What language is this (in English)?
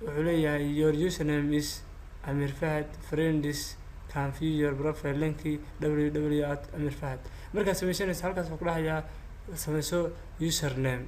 Somali